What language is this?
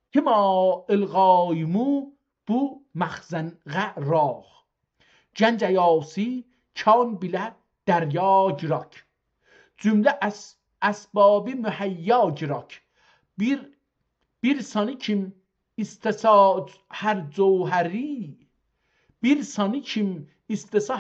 South Azerbaijani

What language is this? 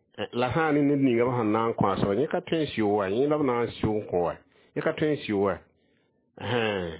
Mossi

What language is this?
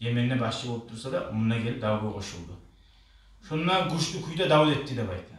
Kumyk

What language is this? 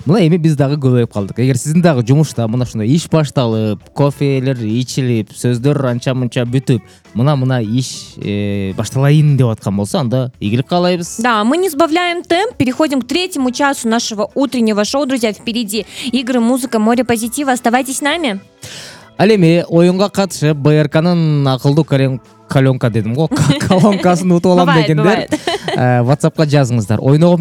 Kyrgyz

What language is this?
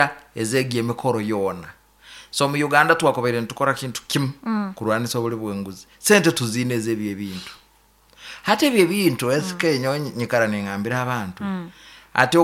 Nyankole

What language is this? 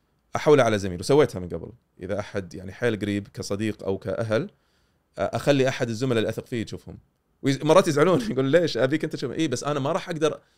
Gulf Arabic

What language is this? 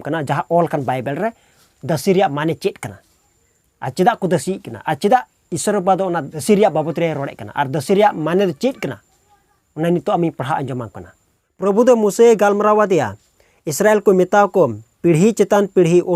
Santali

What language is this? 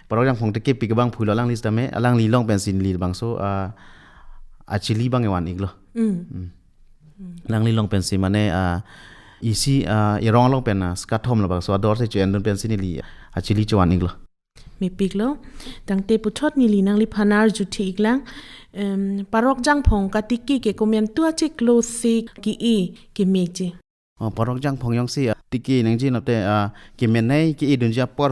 Karbi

